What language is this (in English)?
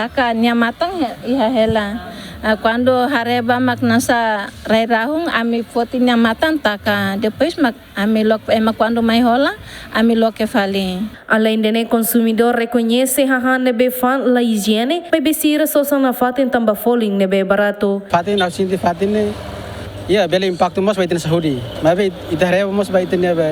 Tetum